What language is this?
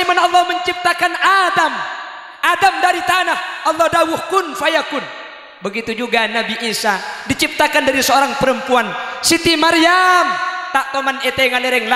Madurese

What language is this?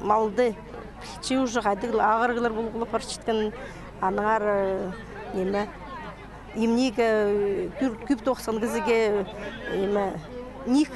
Khakas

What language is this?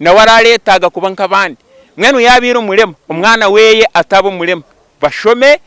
Nyankole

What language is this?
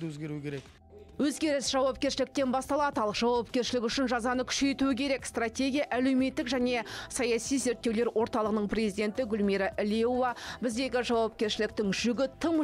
Kazakh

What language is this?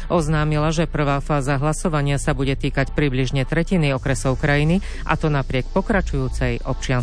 Slovak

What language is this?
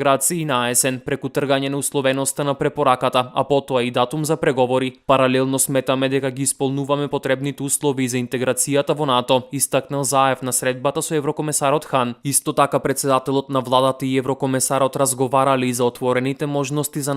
Macedonian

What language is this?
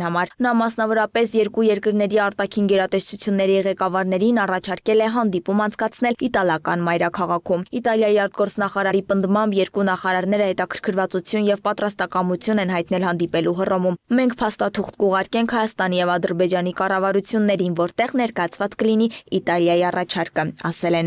Armenian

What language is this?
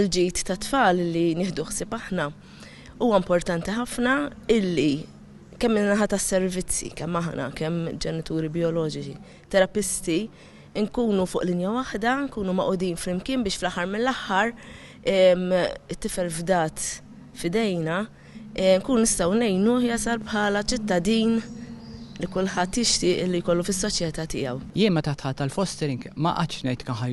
Maltese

